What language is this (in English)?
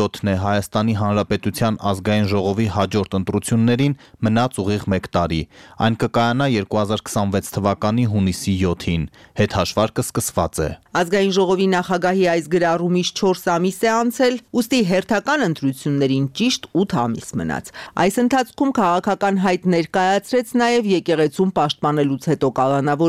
Armenian